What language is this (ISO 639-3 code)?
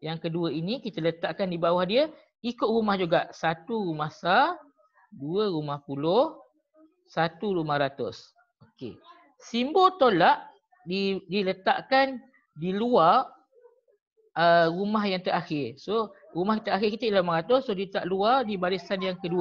msa